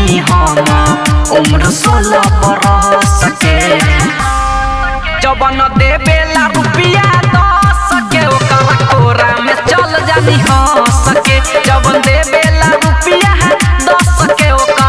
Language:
Bhojpuri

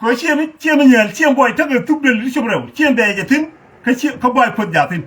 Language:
Nuer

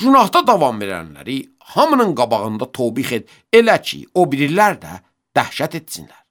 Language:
Azerbaijani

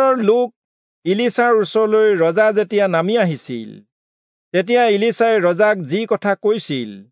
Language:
Assamese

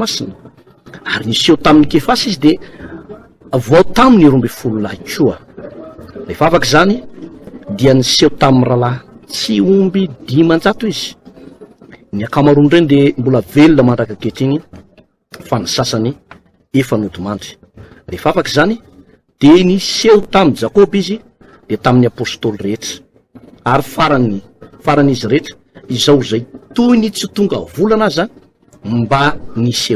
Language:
Malagasy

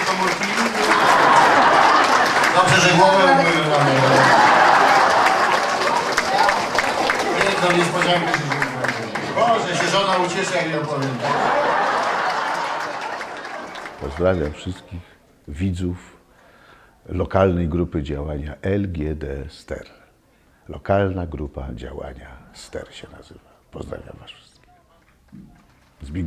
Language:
Polish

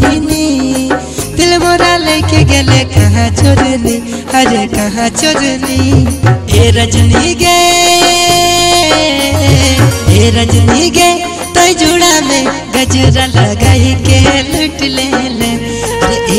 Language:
Bhojpuri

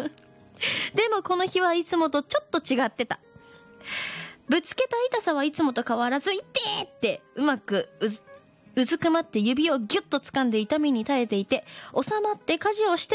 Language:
Japanese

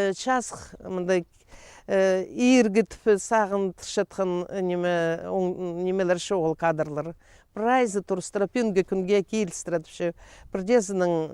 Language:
Khakas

